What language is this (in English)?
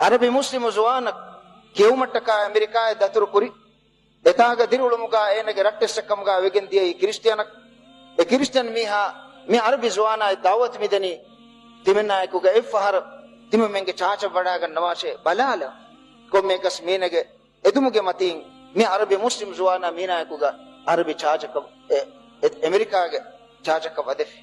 Divehi